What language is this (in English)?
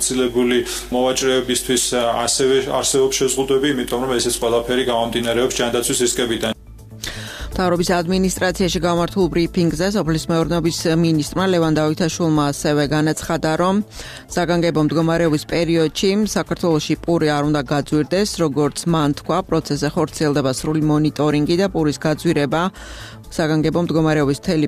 Georgian